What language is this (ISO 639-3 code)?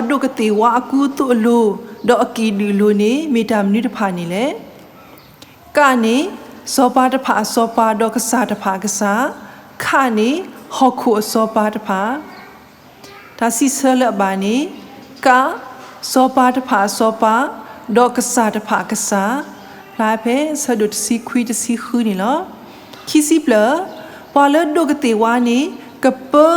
ksw